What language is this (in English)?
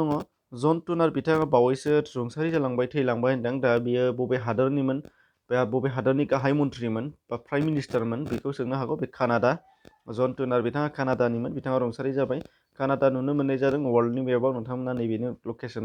Bodo